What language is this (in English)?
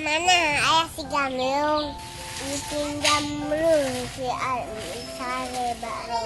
Achinese